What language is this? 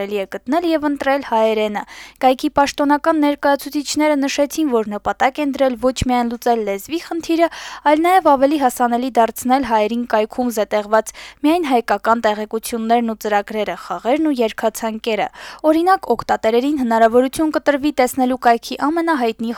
Armenian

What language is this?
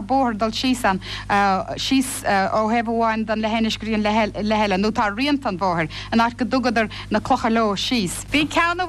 Irish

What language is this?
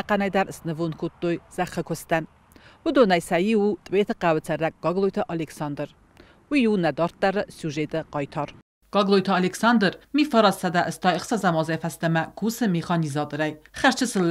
Ossetic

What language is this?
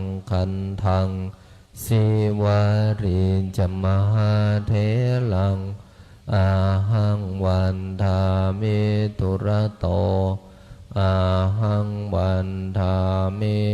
Pali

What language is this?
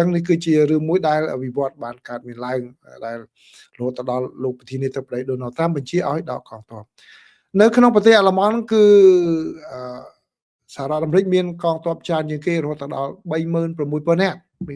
Khmer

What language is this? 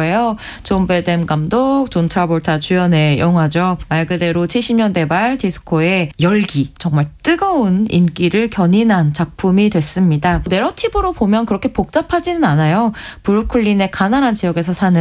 Korean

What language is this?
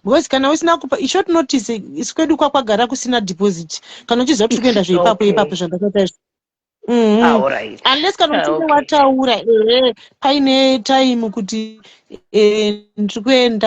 Shona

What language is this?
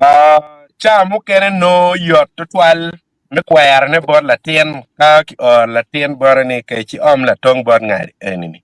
Acoli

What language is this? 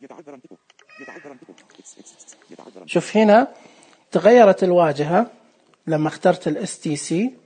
Najdi Arabic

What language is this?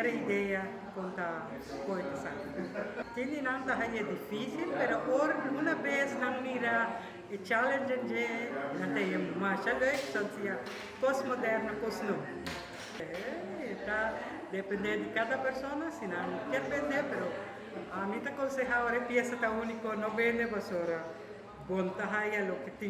Papiamento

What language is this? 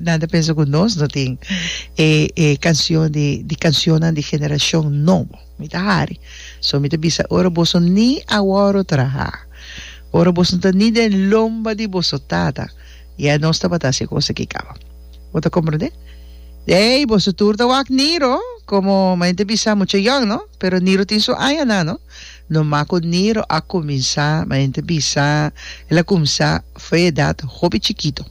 Papiamento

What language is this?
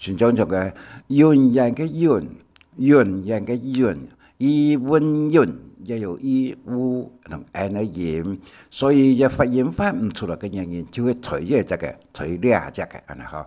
Hakka Chinese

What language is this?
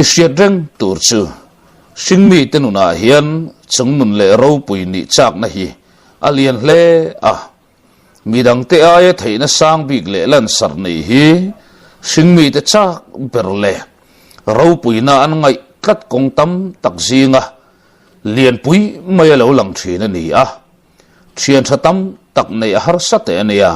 Mizo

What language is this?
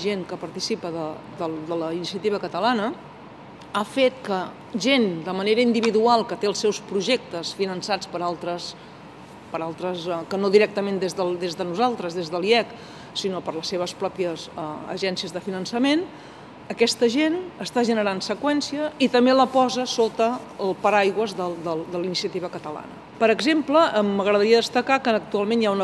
Catalan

